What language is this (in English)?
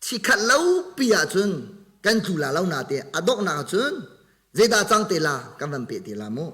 Hakha Chin